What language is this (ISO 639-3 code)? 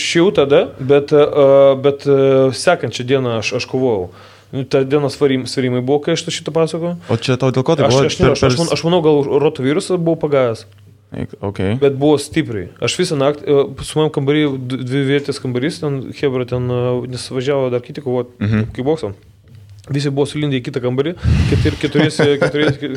lit